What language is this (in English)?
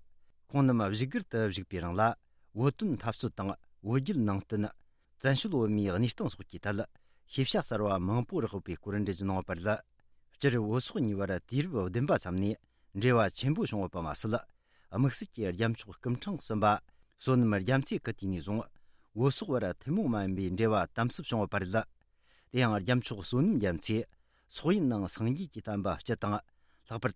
Tibetan